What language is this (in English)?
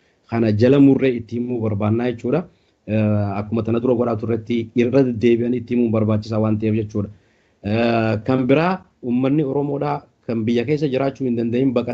Oromo